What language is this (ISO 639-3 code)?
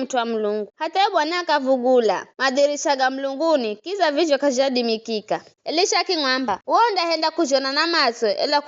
nyf